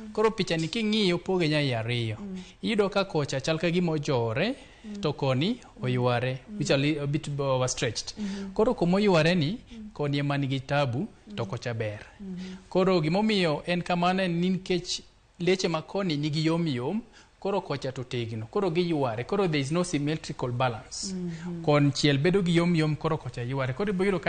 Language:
Luo (Kenya and Tanzania)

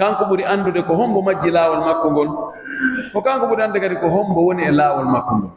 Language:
Pular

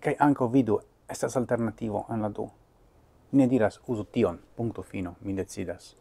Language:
Esperanto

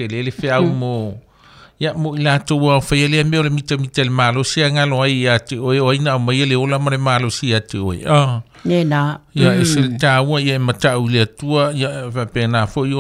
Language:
Samoan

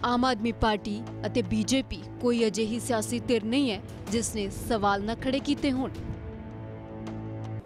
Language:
Punjabi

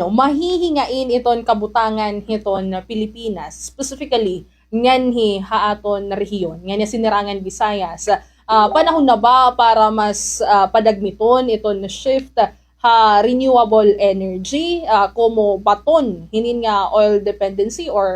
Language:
Waray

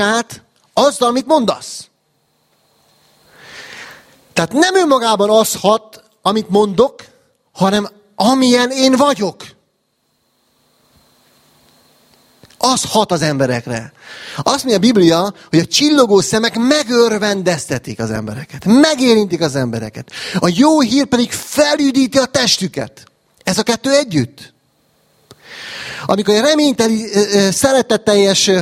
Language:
Hungarian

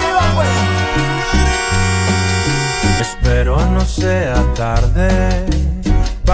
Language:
Spanish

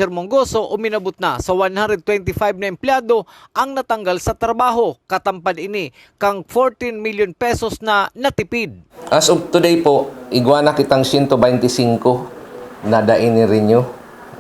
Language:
Bikol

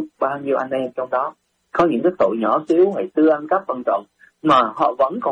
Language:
Vietnamese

